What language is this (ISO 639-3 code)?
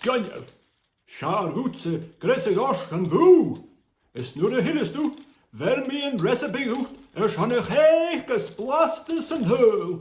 gla